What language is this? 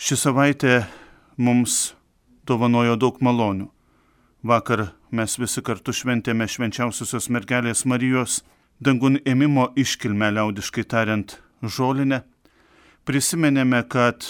Lithuanian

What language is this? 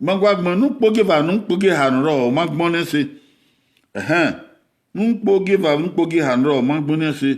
Bini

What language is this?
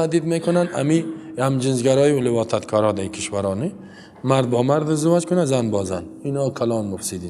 Persian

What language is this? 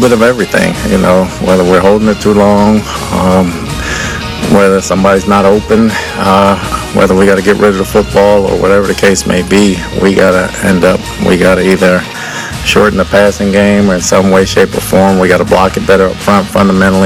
English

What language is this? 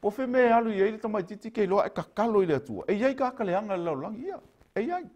Samoan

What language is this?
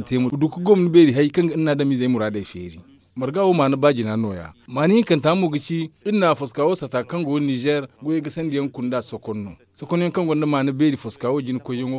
Zarma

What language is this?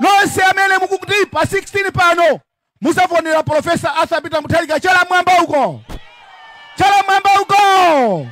Nyanja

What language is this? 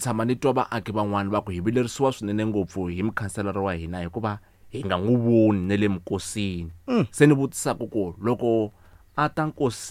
Tsonga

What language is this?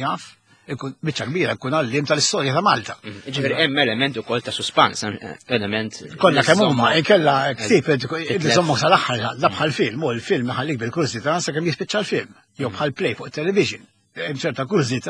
Maltese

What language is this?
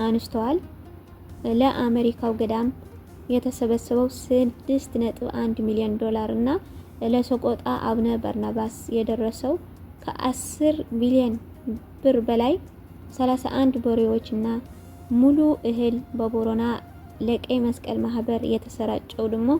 Amharic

